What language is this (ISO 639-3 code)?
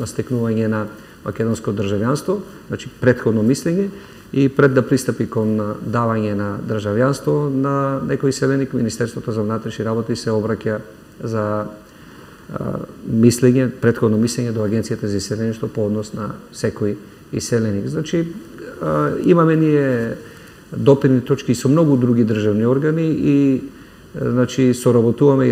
mkd